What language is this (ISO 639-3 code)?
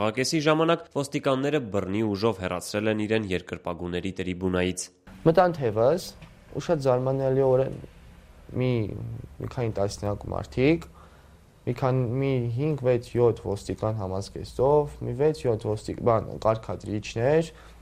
hye